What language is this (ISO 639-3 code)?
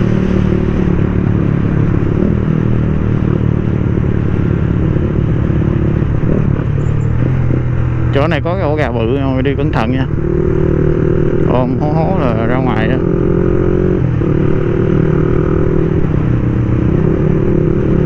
vie